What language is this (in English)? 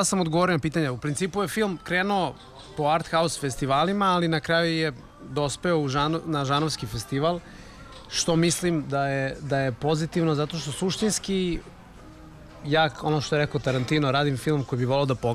Serbian